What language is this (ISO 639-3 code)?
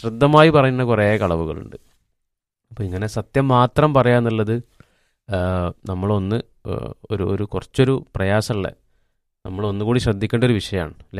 mal